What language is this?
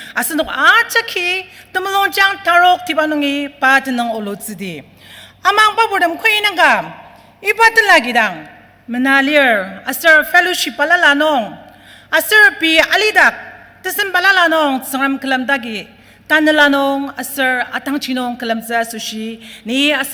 Ao Naga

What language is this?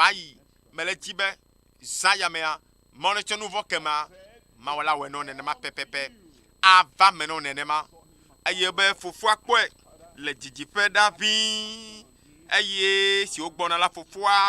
Ewe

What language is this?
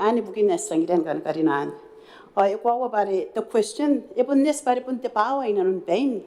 Gilbertese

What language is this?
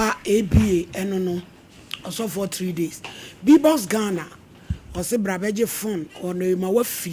Akan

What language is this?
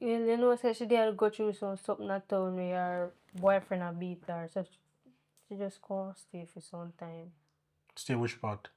Jamaican Creole English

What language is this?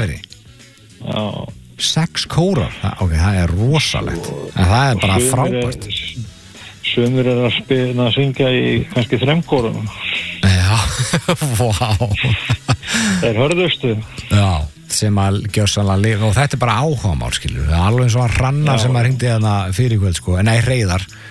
Icelandic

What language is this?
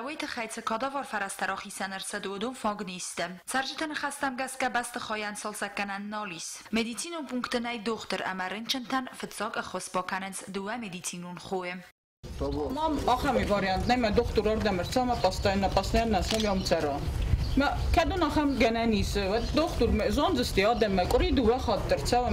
Ossetic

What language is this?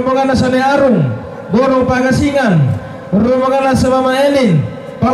Toraja-Sa'dan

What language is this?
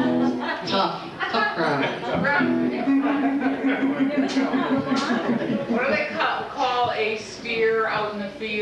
English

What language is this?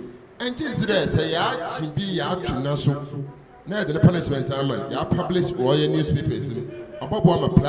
Akan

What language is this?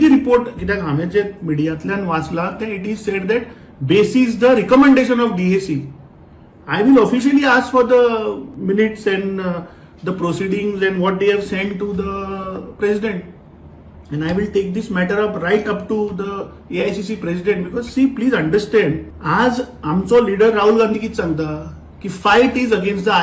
Konkani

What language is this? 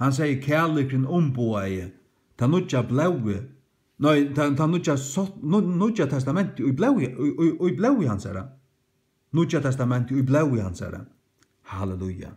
Faroese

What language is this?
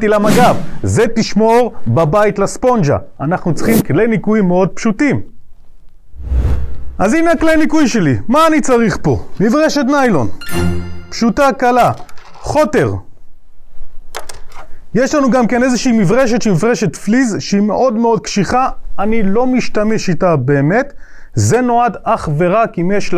Hebrew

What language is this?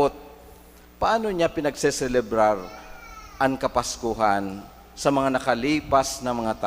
Bikol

